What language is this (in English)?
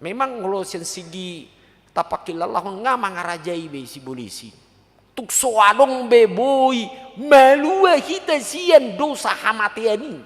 Batak Toba